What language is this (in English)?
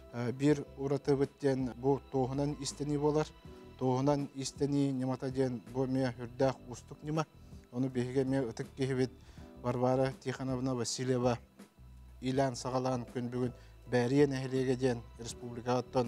Yakut